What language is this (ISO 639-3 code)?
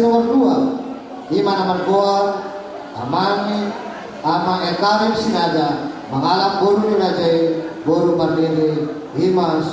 bbc